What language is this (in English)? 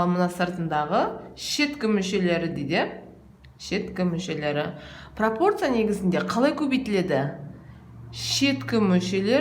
Kazakh